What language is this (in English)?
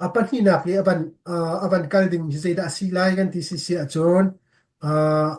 Hakha Chin